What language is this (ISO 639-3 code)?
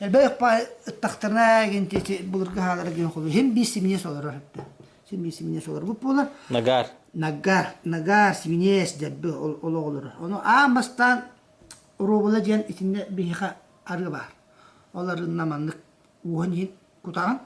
sah